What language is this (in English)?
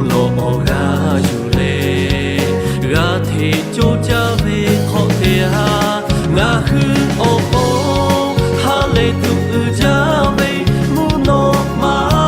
Lahu